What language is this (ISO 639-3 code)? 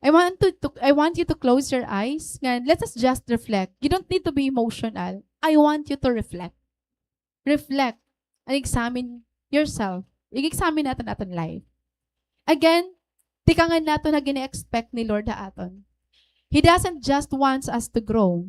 war